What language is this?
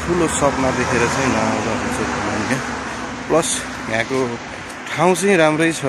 Nepali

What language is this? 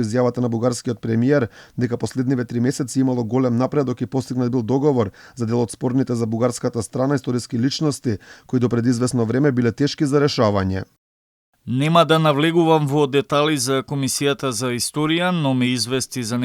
Macedonian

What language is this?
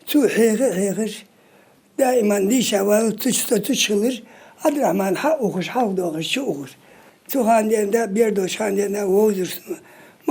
Ingush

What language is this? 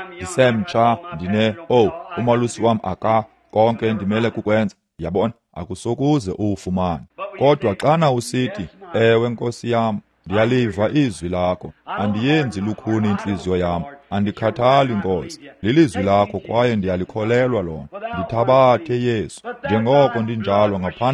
Xhosa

